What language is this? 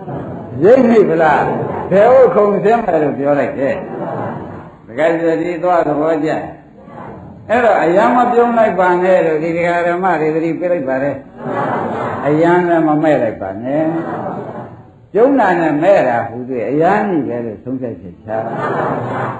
Burmese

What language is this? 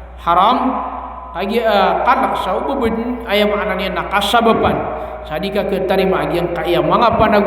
Maranao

